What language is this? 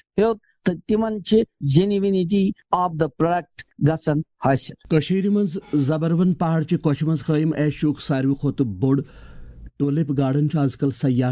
Kashmiri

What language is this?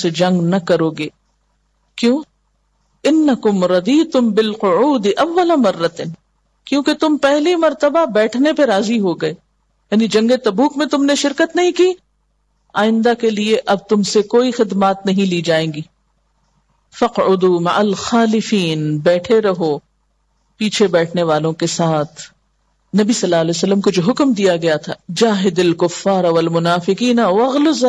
Urdu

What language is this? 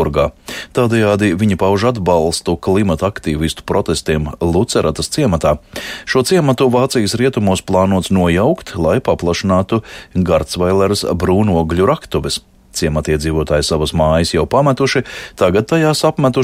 Latvian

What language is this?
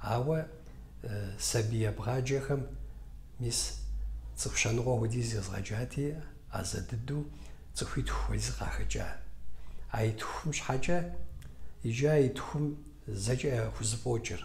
Kabardian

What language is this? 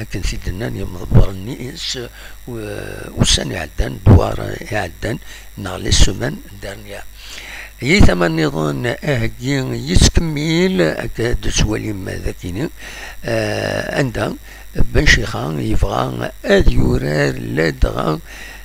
Kabyle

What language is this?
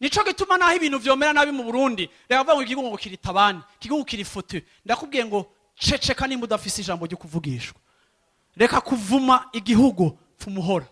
Rundi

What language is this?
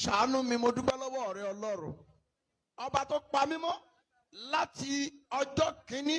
Yoruba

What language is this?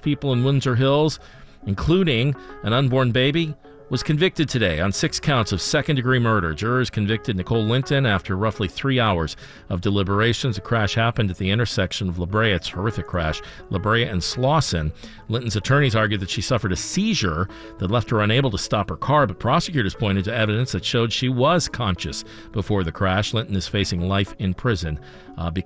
English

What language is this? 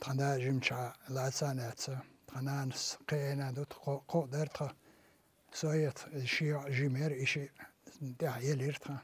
Chechen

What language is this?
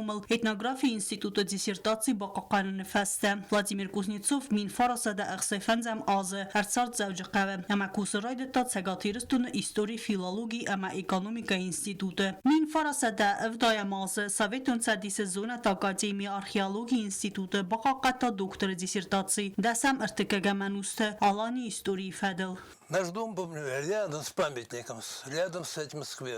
Ossetic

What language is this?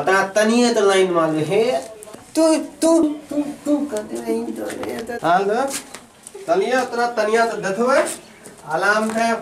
Maithili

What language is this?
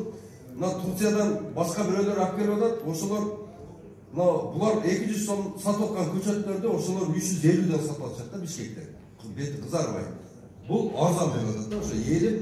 Kyrgyz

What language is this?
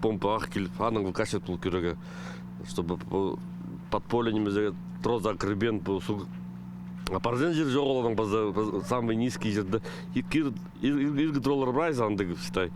Khakas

